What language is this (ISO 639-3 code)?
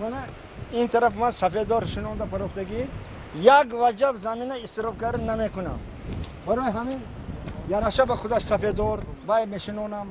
tgk